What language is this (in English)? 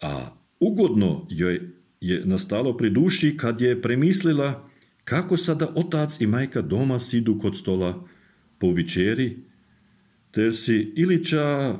Serbian